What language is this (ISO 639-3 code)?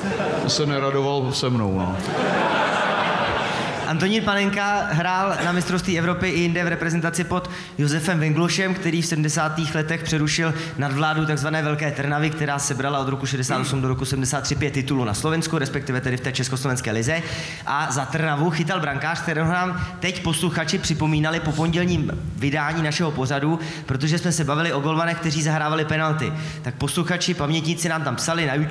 ces